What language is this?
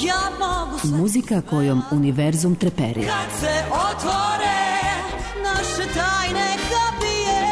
Serbian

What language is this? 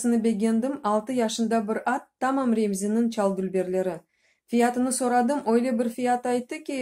Crimean Tatar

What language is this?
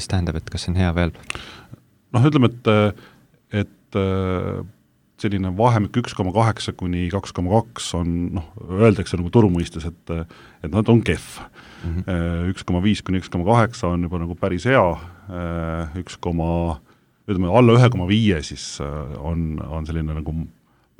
Estonian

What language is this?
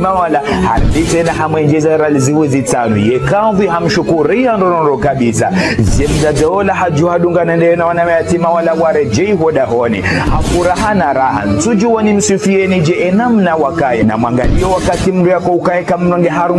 Ngazidja Comorian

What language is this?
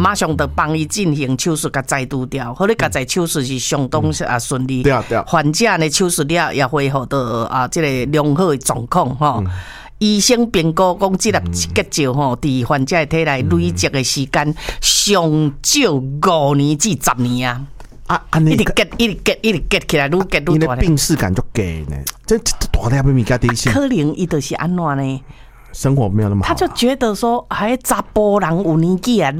Min Nan Chinese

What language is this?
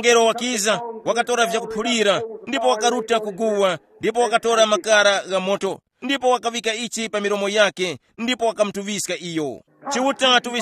Tumbuka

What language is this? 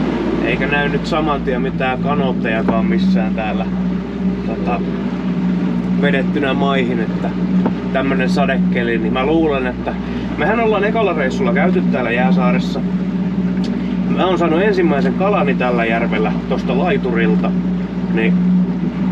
Finnish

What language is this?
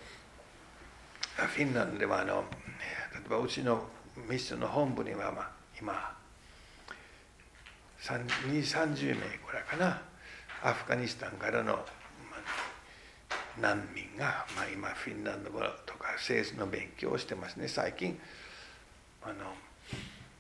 Japanese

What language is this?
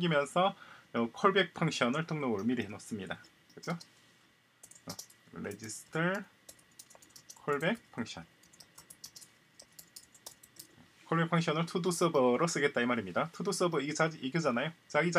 Korean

